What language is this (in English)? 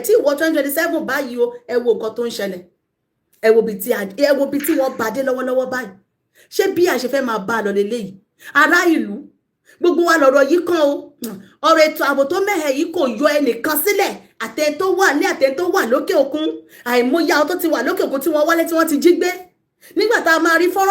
Yoruba